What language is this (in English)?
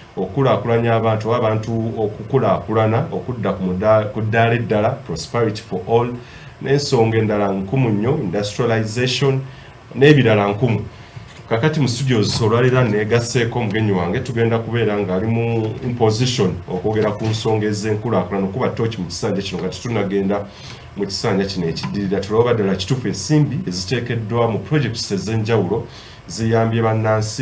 Ganda